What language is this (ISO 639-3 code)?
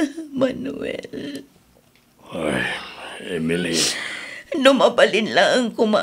ilo